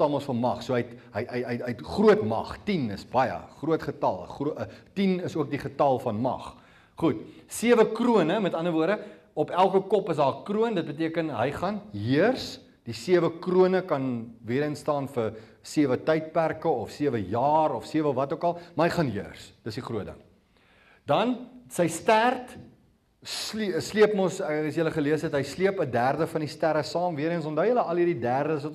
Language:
Afrikaans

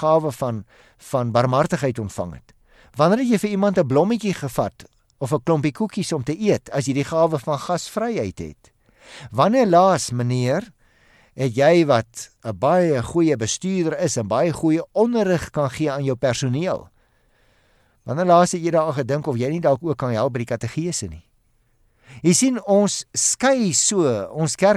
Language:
Afrikaans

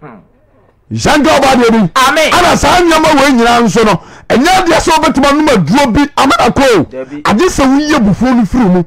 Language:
Akan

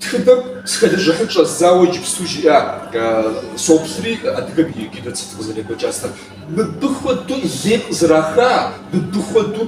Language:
Kabardian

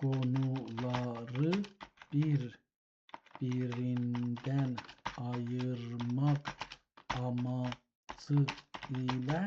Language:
South Azerbaijani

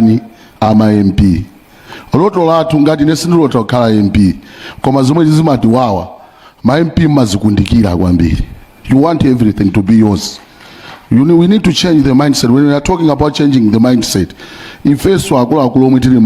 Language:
Nyanja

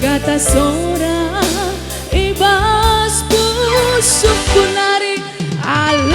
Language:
Batak Karo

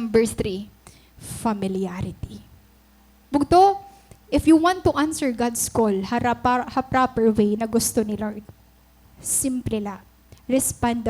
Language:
Waray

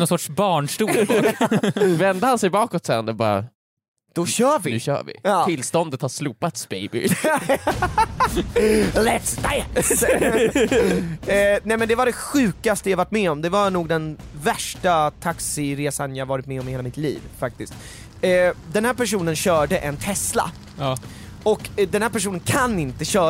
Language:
Swedish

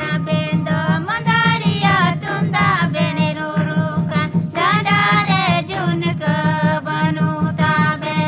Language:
Santali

